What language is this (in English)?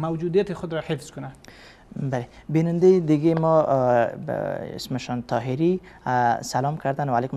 Persian